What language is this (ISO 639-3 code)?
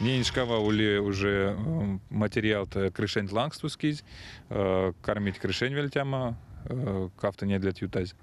myv